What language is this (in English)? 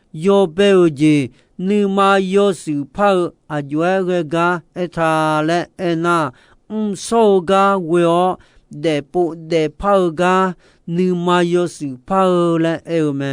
Akha